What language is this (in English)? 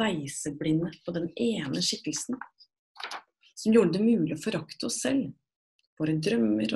Norwegian